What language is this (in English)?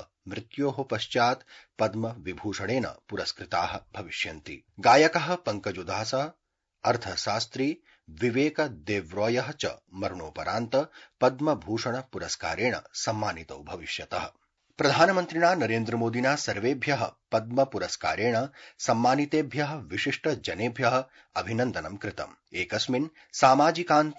Sanskrit